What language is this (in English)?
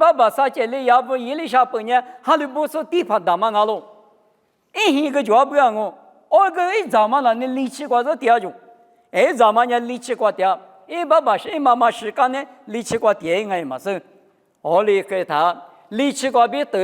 Lisu